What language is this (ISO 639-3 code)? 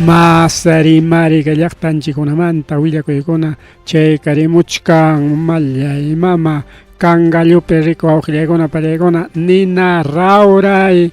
quy